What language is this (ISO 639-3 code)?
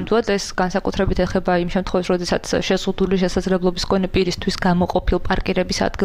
kat